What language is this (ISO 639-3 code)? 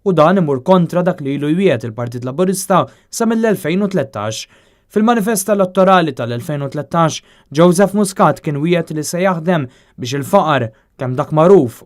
mlt